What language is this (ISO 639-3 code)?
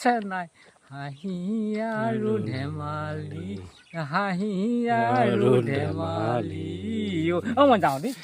asm